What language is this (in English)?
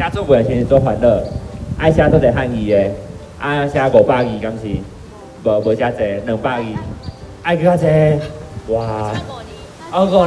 Min Nan Chinese